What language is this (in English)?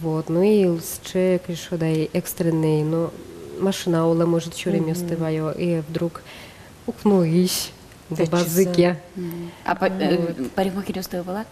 Udmurt